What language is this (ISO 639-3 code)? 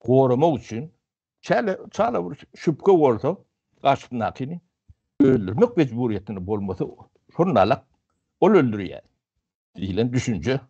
tuk